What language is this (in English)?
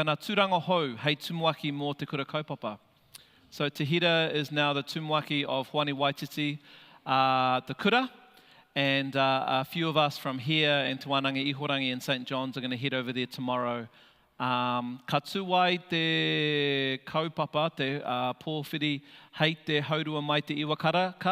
Māori